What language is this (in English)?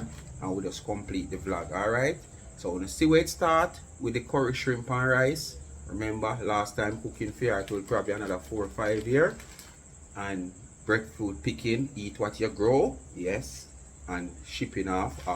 Jamaican Creole English